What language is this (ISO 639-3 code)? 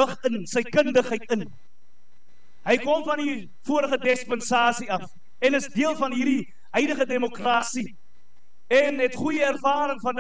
afr